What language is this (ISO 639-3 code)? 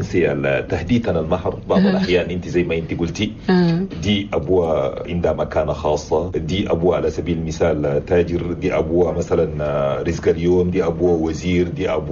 shu